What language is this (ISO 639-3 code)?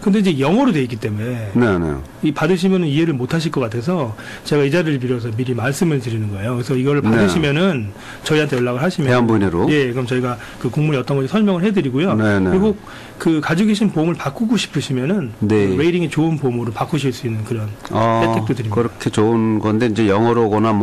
kor